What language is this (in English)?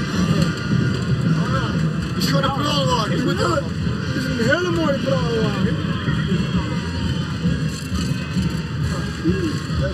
Dutch